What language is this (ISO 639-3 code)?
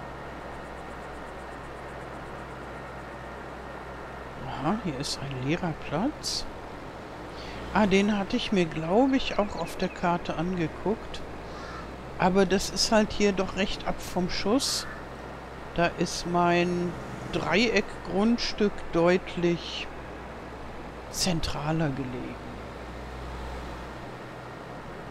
deu